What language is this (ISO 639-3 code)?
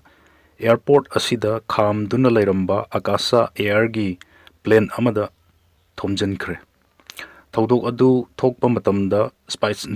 mni